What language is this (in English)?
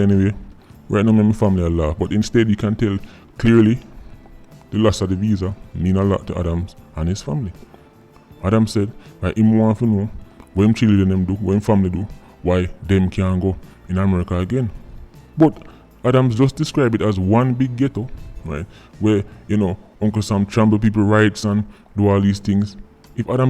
Jamaican Creole English